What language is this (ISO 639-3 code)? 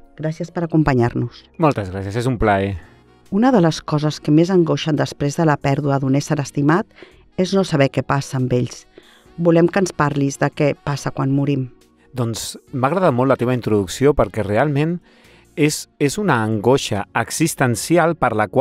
cat